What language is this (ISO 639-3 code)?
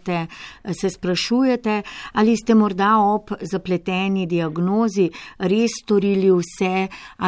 slv